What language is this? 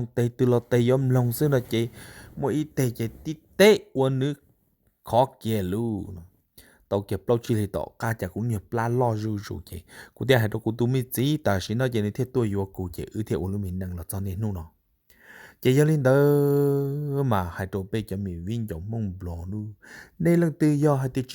Hmong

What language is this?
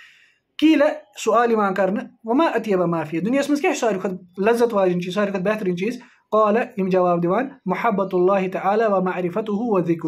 Kashmiri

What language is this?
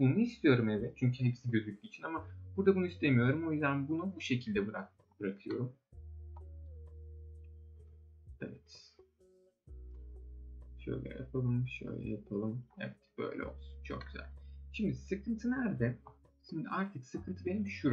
Turkish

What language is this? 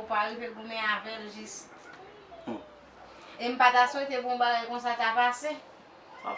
Haitian Creole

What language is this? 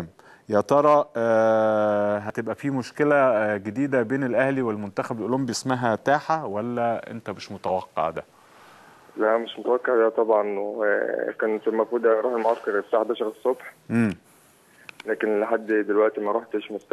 Egyptian Arabic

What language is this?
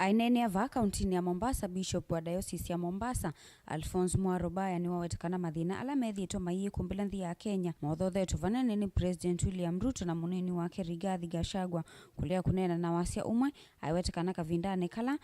Kamba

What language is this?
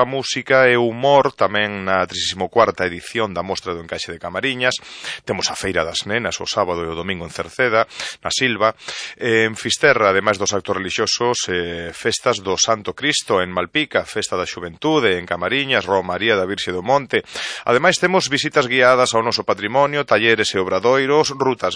Galician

